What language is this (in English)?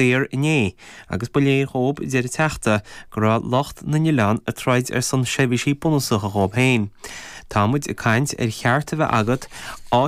Irish